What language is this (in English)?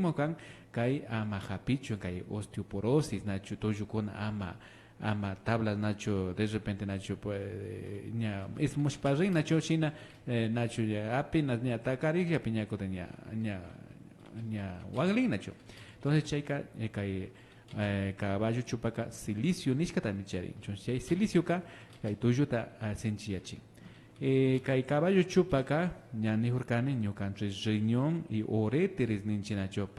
Imbabura Highland Quichua